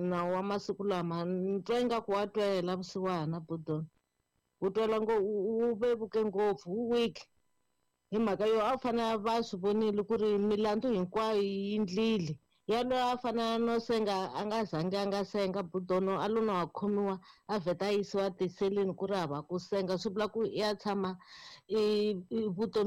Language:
Tsonga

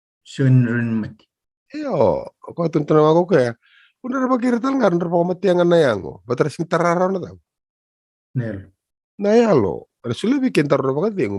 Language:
Fijian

